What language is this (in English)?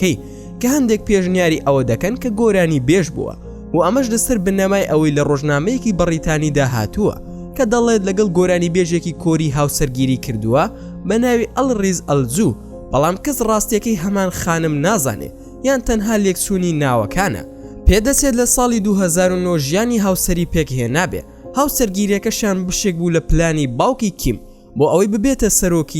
Central Kurdish